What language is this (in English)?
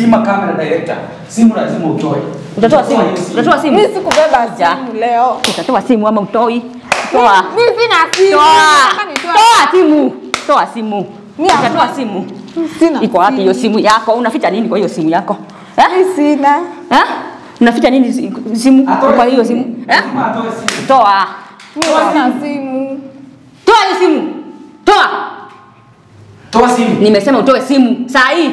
Swahili